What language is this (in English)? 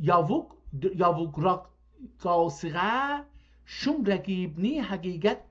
South Azerbaijani